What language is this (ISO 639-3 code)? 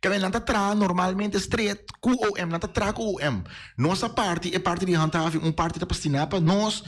pap